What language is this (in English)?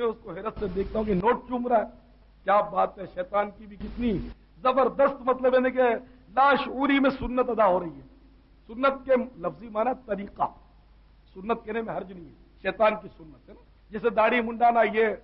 Urdu